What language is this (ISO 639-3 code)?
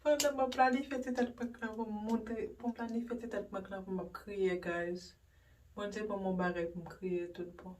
hat